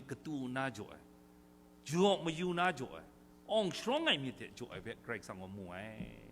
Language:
Kachin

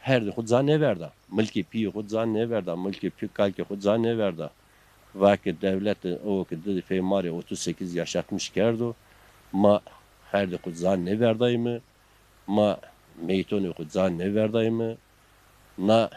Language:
Zaza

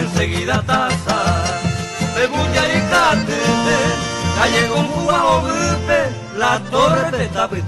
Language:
Guarani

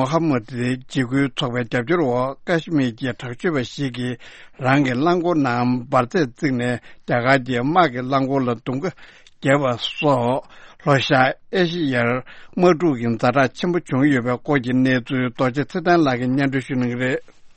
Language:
Tibetan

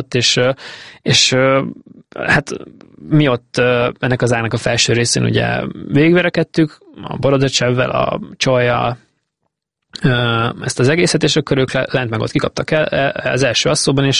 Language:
Hungarian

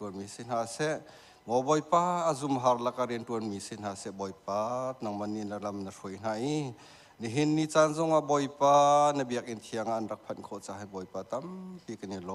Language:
Hakha Chin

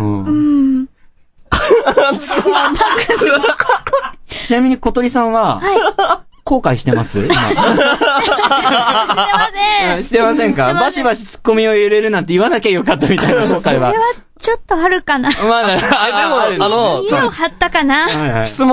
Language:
Japanese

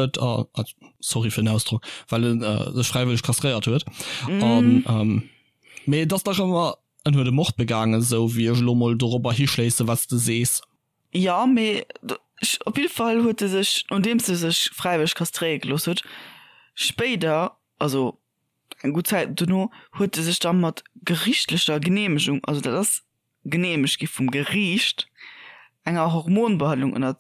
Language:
Luxembourgish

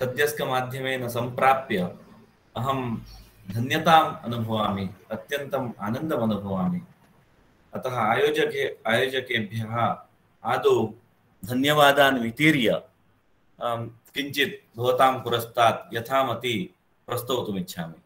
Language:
Sanskrit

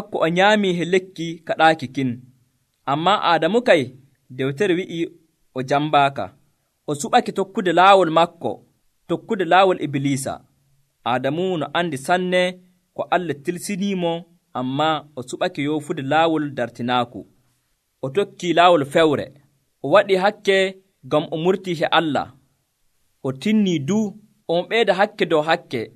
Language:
Nigerian Fulfulde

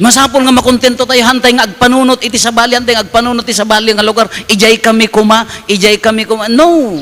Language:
Iloko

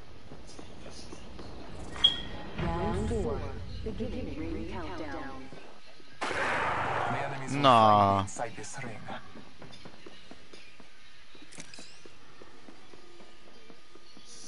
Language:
Spanish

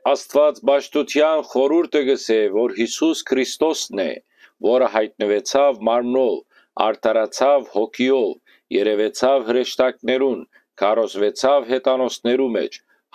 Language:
Western Armenian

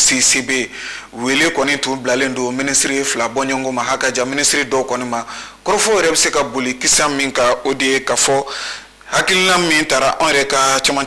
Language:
Bambara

